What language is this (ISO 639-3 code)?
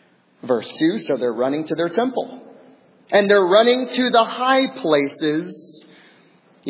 eng